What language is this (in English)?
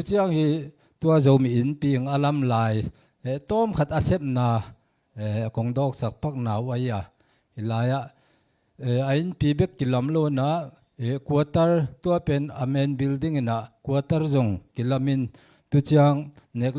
Tedim Chin